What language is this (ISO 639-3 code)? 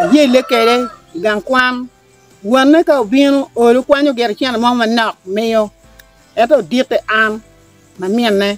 ach